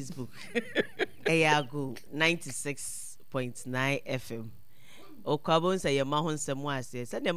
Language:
Akan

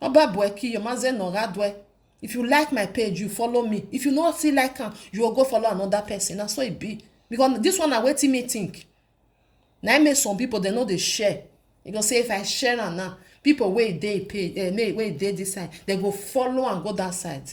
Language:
Nigerian Pidgin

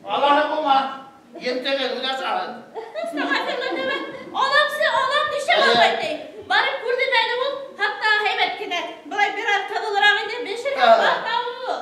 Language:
Bashkir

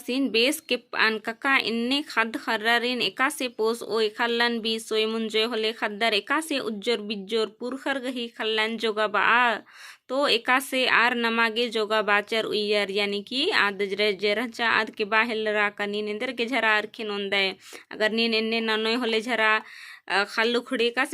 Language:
Kurukh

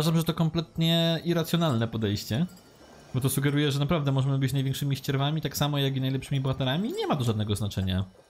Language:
Polish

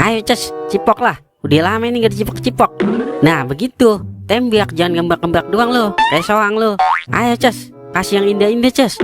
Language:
Betawi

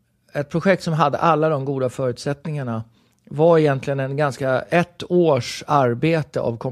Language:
Swedish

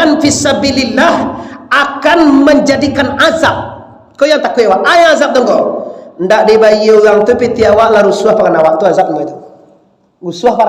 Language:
Minangkabau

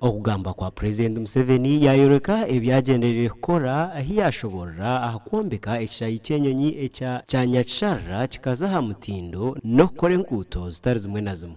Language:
Nyankole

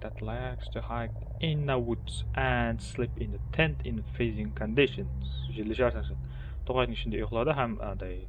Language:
Kara-Kalpak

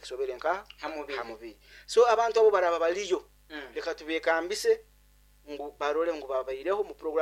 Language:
Nyoro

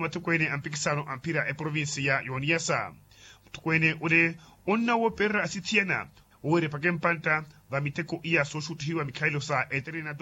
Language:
Makhuwa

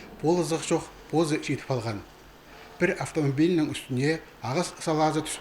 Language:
Khakas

